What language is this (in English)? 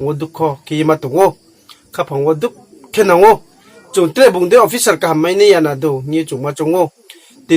Riang (India)